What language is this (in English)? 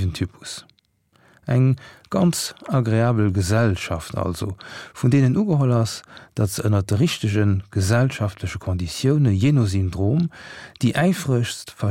Luxembourgish